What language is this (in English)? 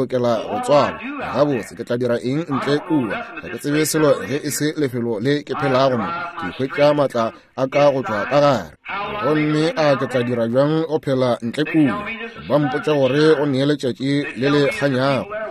Northern Sotho